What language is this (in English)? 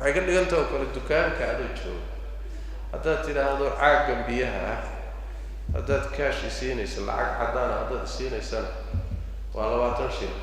Somali